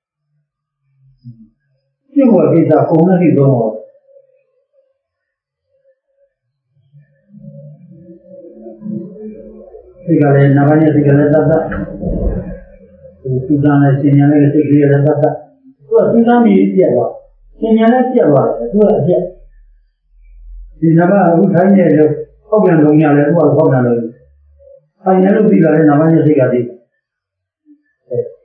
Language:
Burmese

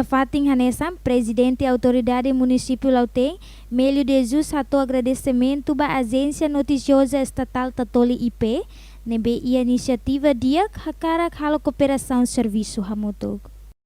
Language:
Tetum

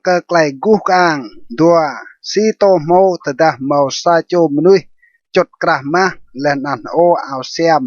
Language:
Rade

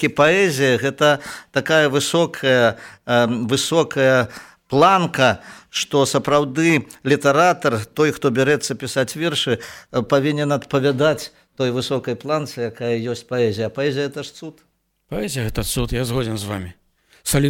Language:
Belarusian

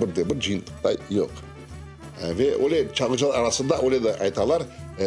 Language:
Crimean Tatar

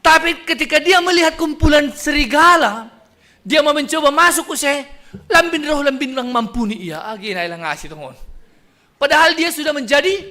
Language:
Batak Simalungun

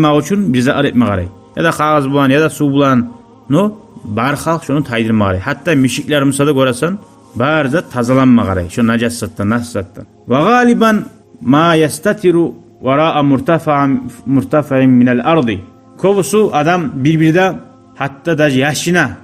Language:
Kumyk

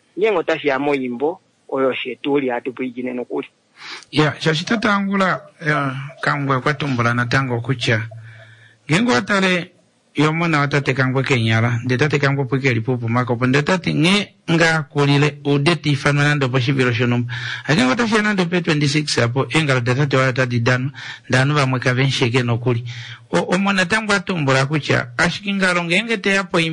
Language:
Kuanyama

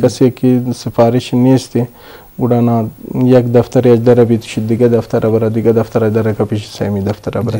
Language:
Eastern Balochi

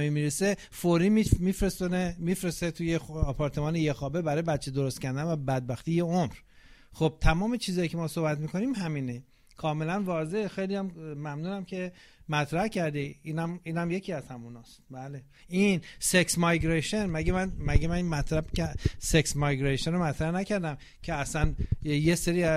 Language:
Persian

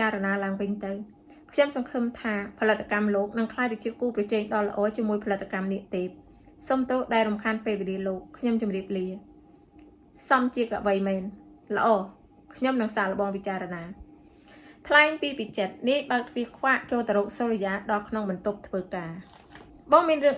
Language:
Khmer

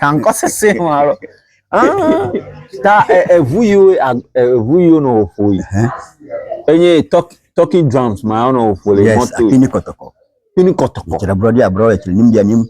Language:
Ewe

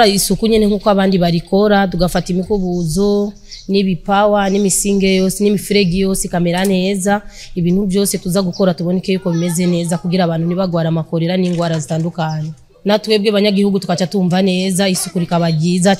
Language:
Rundi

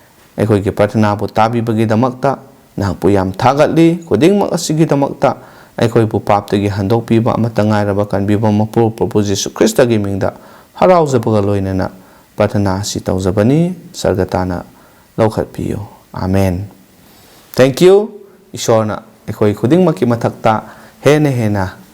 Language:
Manipuri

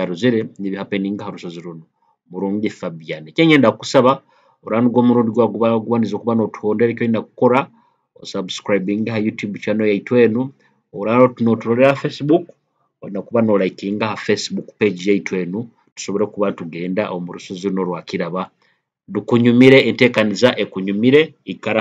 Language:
Nyoro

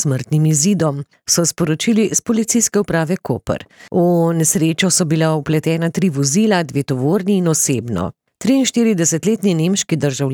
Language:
Slovenian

